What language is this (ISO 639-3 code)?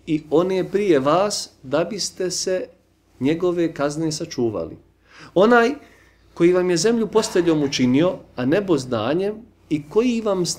bos